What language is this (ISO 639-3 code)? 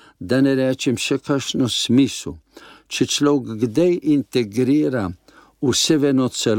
slv